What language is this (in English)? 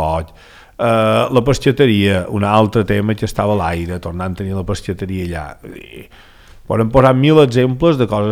Catalan